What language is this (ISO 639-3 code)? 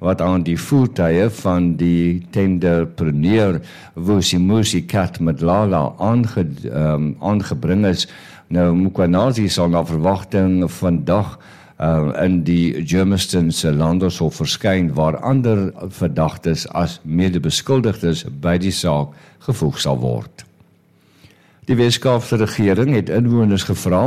afr